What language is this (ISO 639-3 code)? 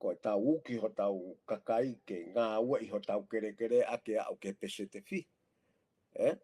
ton